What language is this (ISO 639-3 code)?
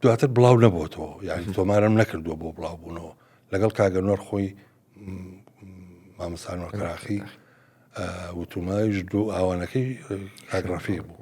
ckb